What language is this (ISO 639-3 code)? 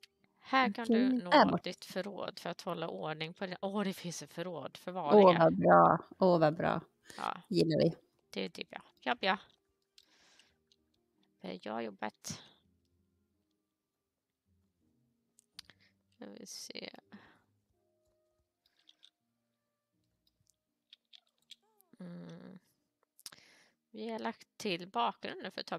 swe